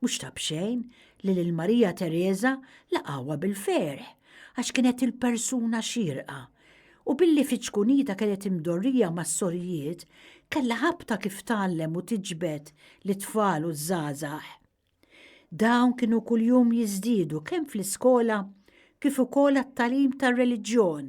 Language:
Maltese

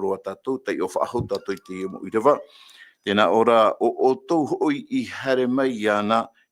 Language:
Tahitian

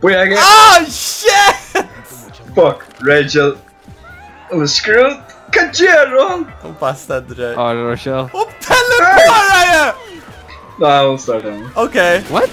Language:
Faroese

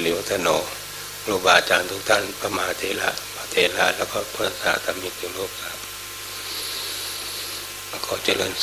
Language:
Thai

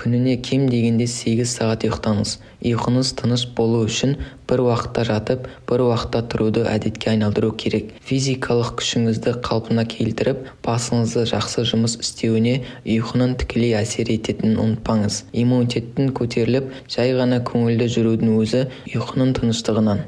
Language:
Kazakh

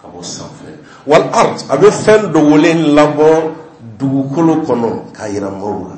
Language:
Bambara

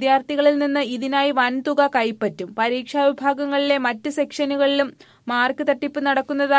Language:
Malayalam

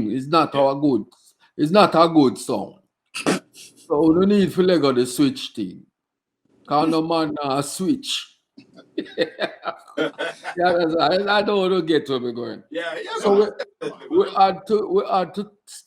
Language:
Jamaican Creole English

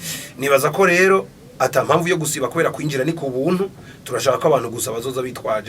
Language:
Rundi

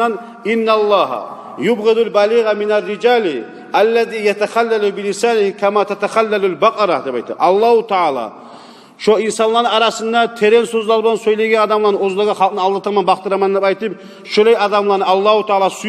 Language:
Kumyk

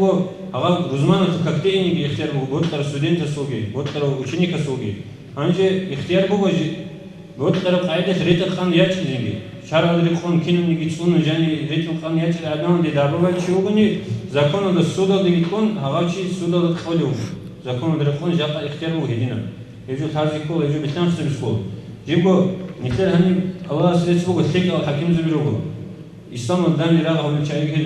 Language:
Avaric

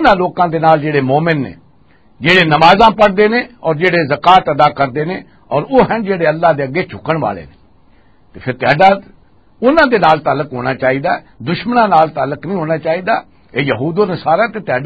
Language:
Western Panjabi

